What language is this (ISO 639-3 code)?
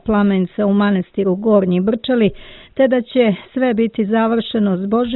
srp